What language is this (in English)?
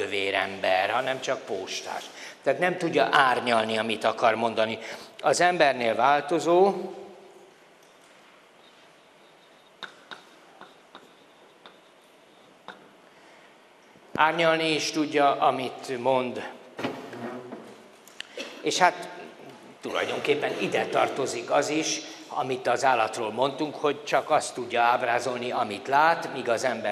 Hungarian